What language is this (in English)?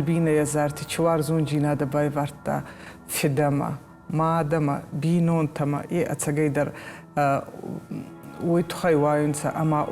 Ossetic